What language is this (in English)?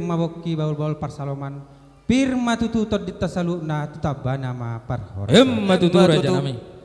Batak Toba